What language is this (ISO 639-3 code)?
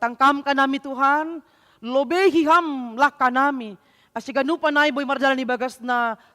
bts